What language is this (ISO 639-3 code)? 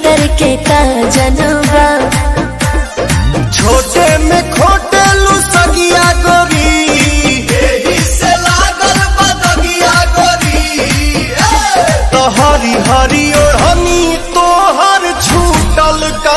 bho